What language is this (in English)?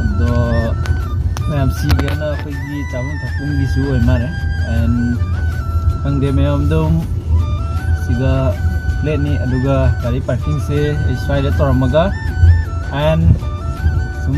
Manipuri